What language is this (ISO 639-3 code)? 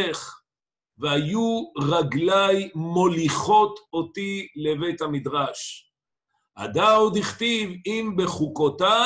heb